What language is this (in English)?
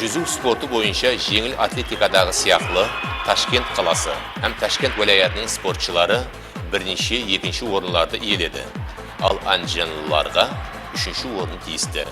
Kara-Kalpak